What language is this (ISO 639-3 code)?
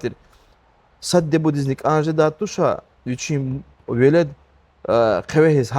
lez